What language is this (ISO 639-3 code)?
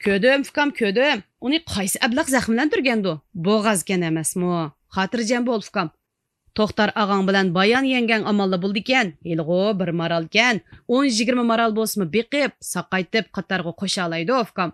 uig